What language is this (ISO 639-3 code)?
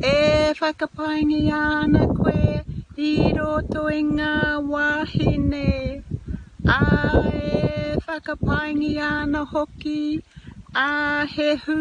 mri